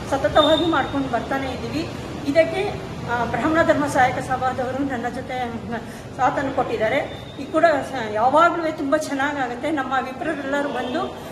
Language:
Kannada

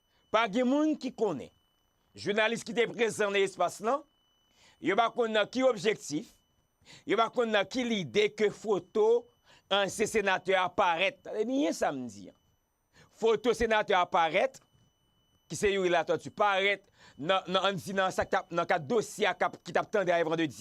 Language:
Haitian Creole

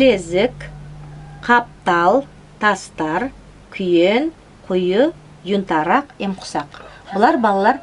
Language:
Nogai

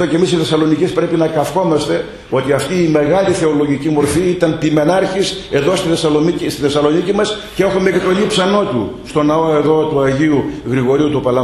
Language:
Greek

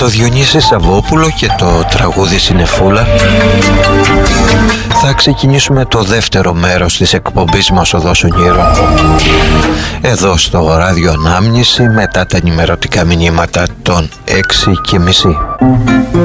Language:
Greek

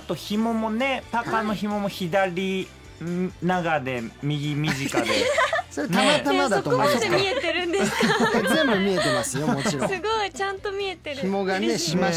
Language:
Japanese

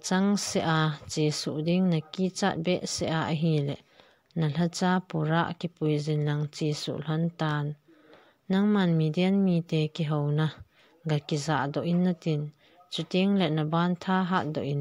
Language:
Thado Chin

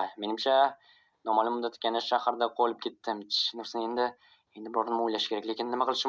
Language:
Uzbek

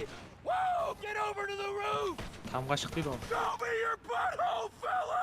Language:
Kara-Kalpak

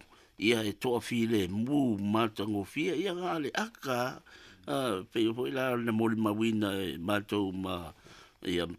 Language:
Samoan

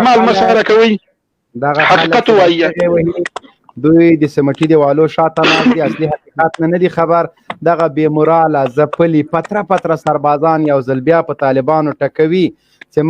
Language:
Pashto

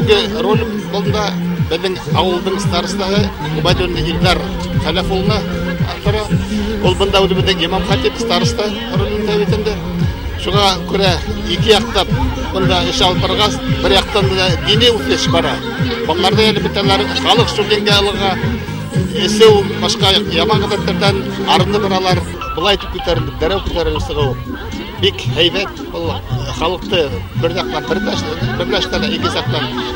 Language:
Bashkir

